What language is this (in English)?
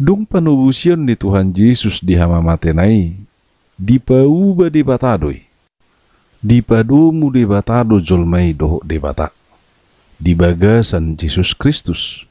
Batak Toba